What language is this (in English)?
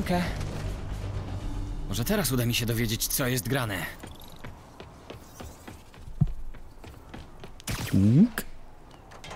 Polish